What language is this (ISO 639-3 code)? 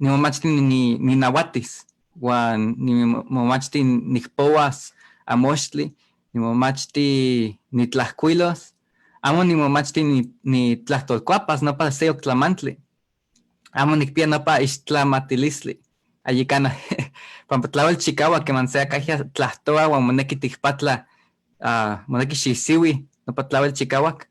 nhe